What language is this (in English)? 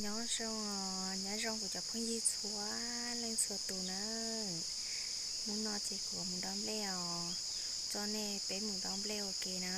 Hmong